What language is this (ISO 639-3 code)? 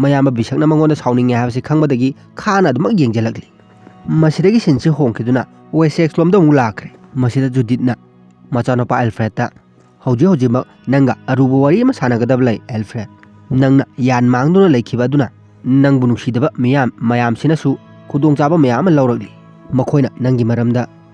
mni